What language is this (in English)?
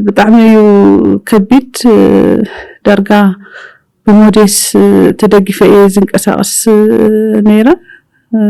Tigrinya